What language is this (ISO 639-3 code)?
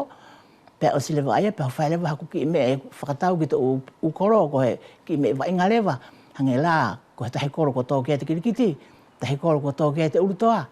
wls